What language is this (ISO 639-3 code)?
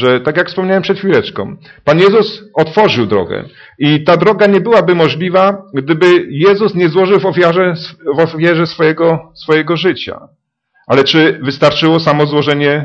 pol